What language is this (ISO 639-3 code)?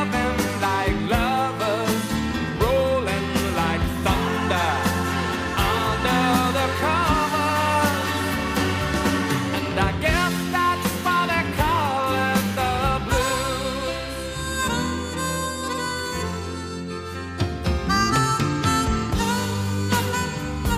eng